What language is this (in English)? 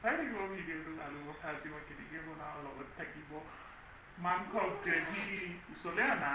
Assamese